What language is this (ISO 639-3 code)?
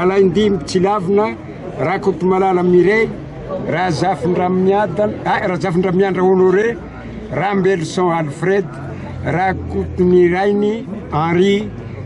mlg